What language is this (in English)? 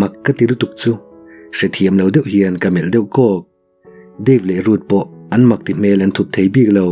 Mizo